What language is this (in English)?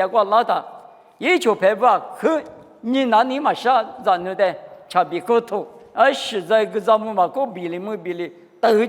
Lisu